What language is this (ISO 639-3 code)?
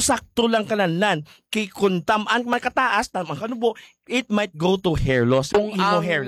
hil